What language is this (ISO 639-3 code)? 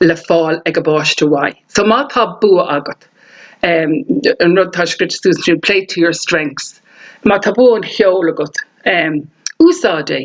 gle